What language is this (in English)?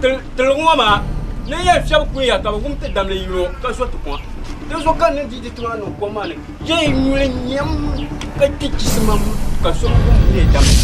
Dagbani